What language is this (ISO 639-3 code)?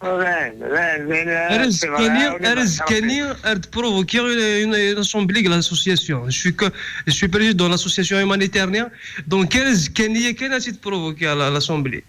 kab